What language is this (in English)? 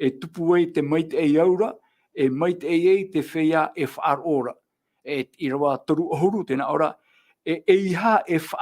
Tahitian